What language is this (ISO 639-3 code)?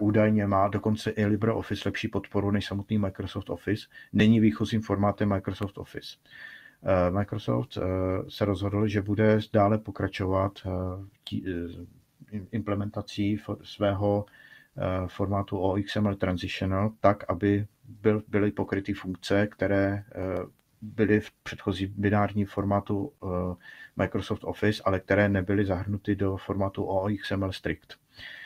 ces